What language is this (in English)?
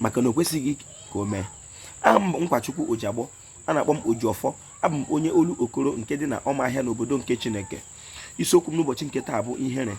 Igbo